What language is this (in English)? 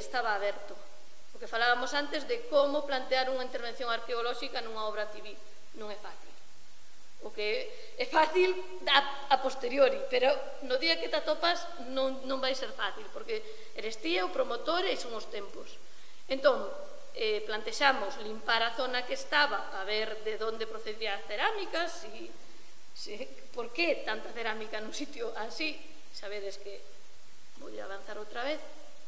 Galician